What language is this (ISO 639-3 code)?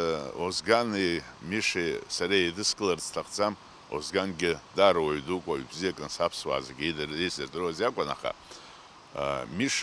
abk